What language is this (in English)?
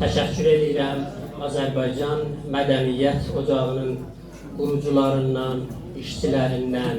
South Azerbaijani